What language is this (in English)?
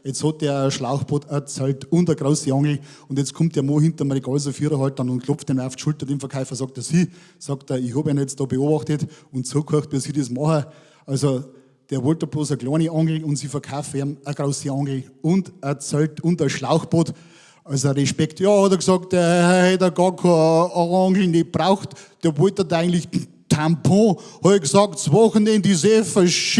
Bavarian